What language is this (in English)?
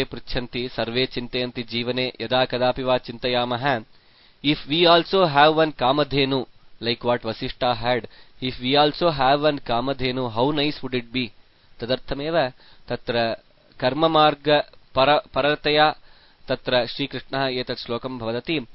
Sanskrit